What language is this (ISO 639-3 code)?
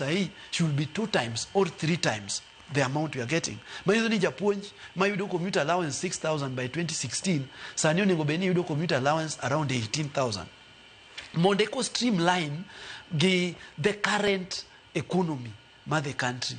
luo